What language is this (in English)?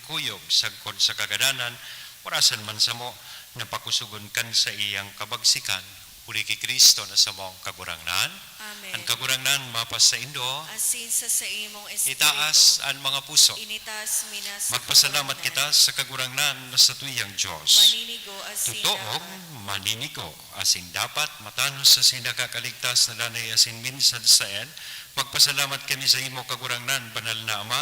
Bikol